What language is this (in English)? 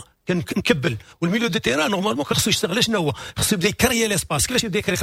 Moroccan Arabic